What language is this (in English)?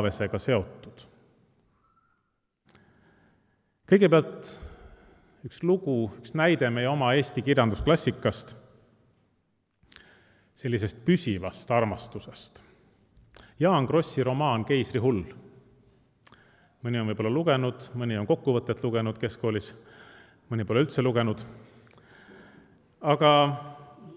Estonian